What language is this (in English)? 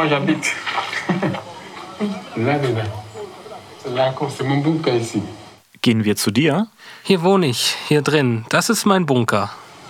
German